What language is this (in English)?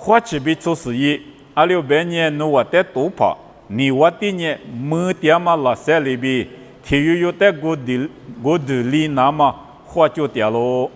Lisu